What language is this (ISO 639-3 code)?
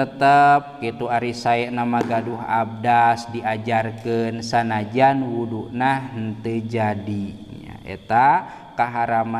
sun